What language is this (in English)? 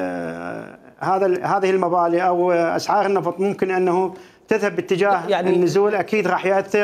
Mesopotamian Arabic